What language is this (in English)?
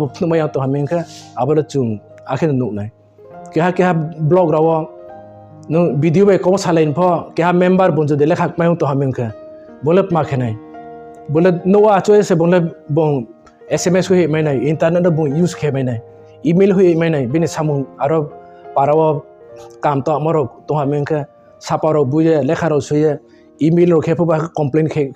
Riang (India)